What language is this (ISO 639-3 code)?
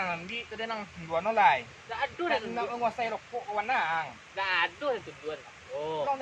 min